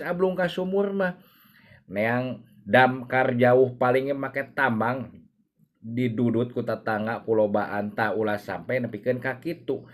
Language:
Sundanese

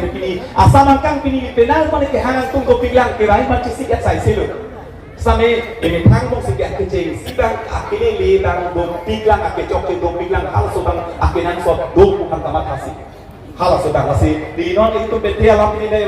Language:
Karbi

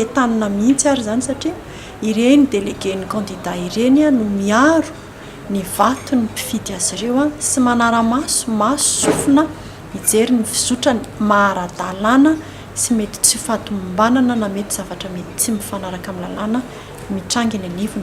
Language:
Malagasy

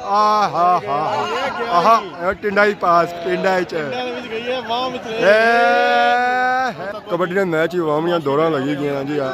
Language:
Pahari-Potwari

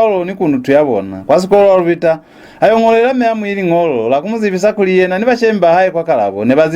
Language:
Lozi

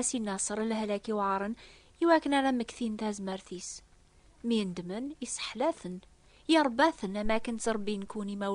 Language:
Kabyle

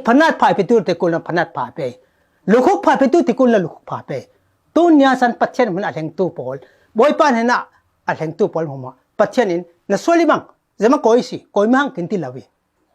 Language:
Falam Chin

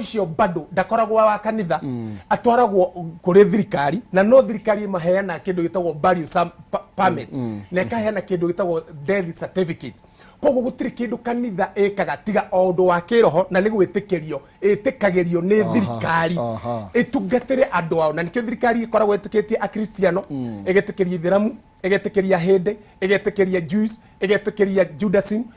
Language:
Kikuyu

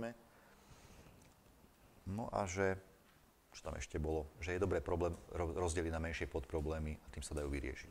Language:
Slovak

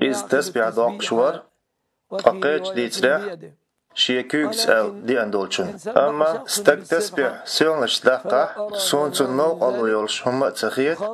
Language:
Chechen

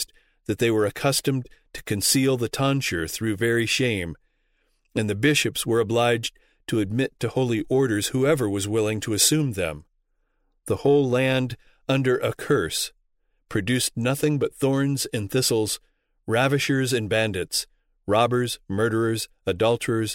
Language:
English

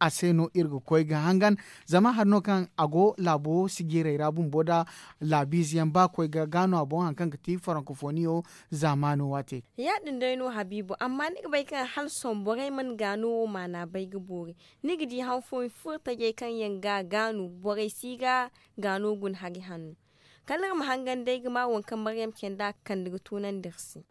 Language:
Zarma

